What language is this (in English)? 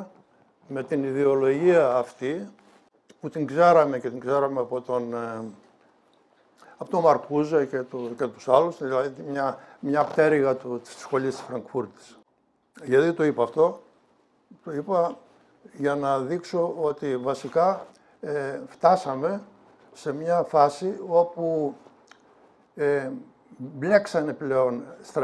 Greek